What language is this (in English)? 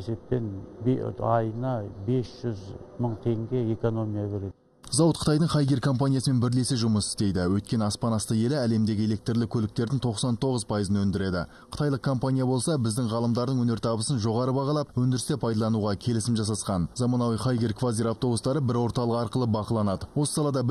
Kazakh